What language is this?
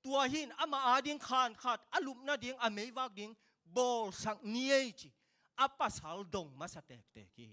Tedim Chin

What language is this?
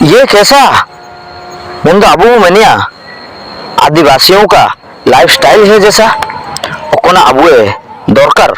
Ho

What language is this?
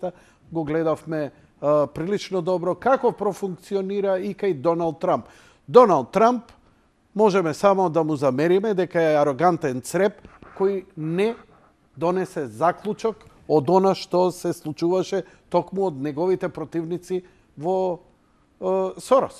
Macedonian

